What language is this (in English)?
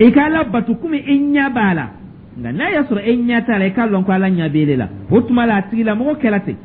Dyula